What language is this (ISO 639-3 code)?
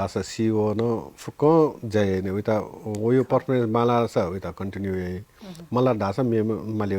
new